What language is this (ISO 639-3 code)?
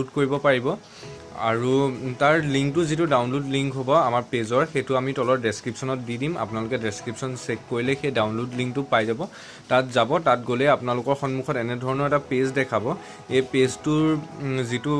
asm